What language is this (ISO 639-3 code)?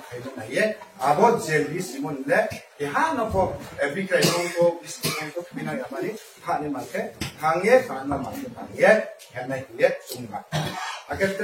ria